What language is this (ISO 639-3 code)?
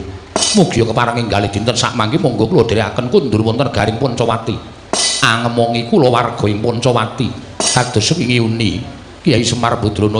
jav